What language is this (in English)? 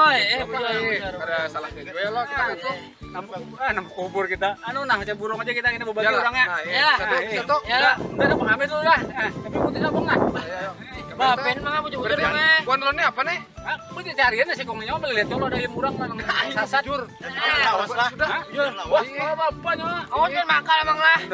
Banjar